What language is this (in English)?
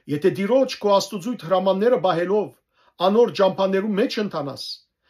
Western Armenian